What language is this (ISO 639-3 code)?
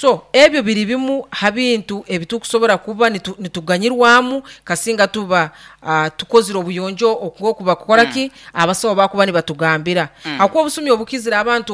nyo